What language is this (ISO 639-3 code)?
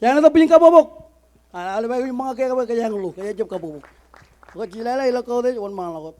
mah